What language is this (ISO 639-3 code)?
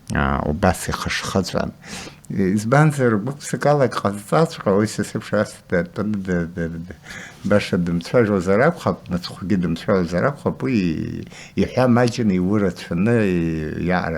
abk